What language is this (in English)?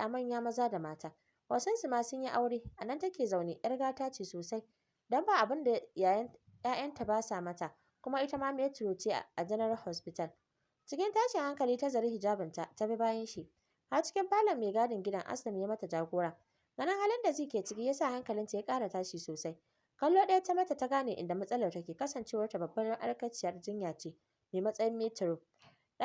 Hausa